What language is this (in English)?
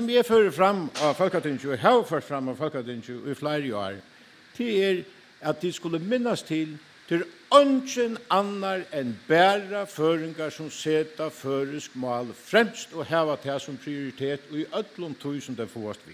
Faroese